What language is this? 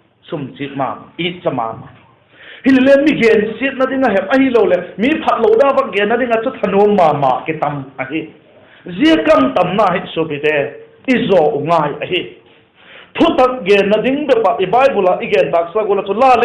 Vaiphei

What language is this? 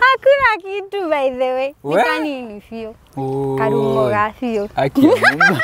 Kikuyu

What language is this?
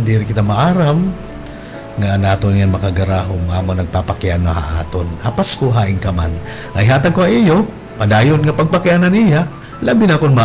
Waray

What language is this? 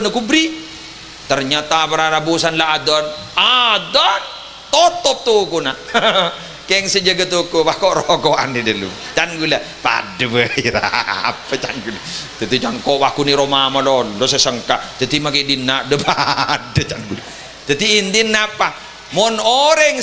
Madurese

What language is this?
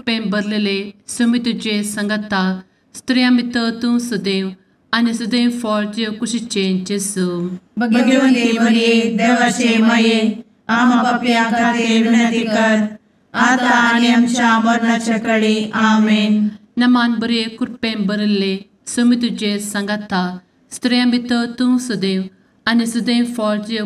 Konkani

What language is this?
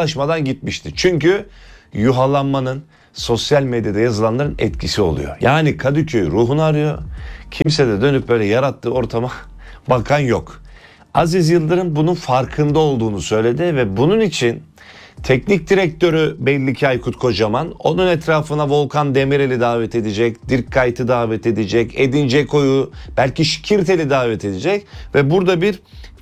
Turkish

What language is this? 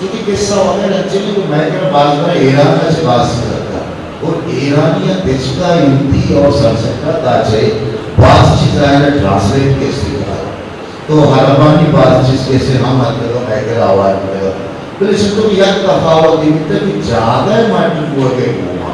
Eastern Balochi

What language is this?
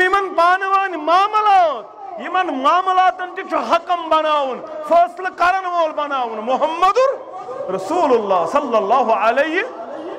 Kashmiri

